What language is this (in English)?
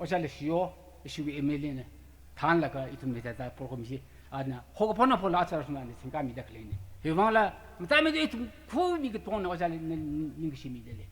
Tangkhul Naga (India)